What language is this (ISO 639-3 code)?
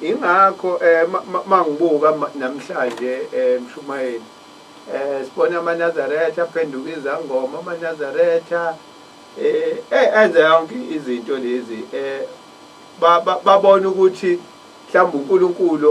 zul